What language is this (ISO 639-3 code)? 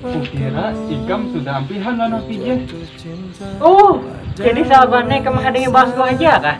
bjn